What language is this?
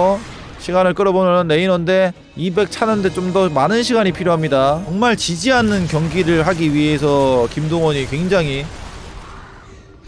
Korean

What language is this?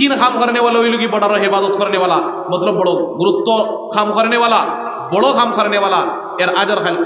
Sylheti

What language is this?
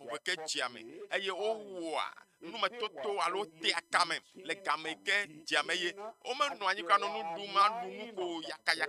Ewe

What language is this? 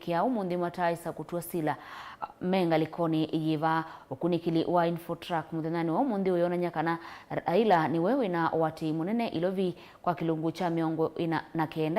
Kamba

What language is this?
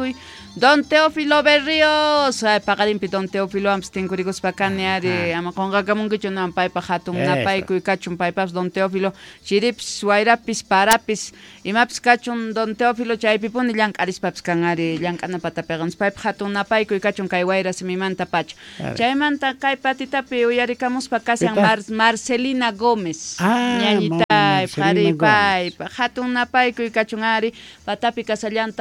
South Bolivian Quechua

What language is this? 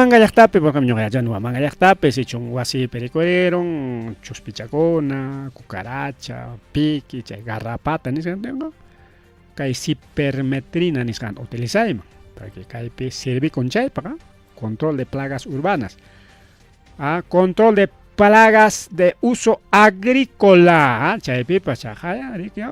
Ayacucho Quechua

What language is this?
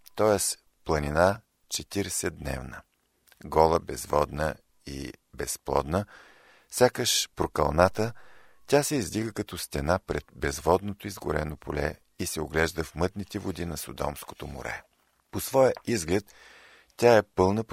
Bulgarian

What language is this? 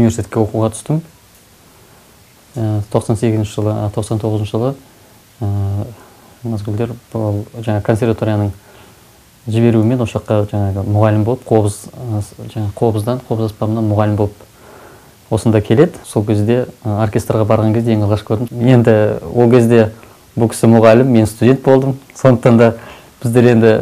Kazakh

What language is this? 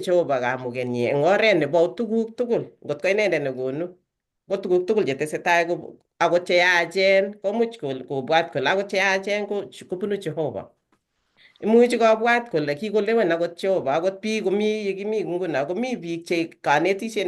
Kalenjin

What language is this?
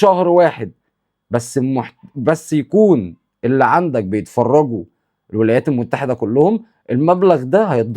Egyptian Arabic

